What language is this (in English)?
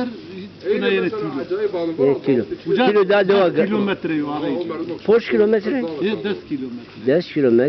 Zaza